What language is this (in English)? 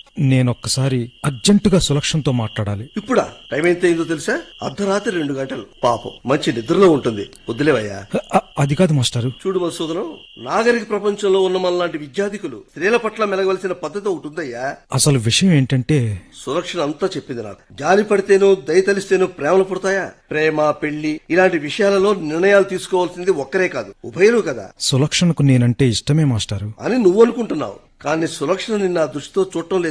Telugu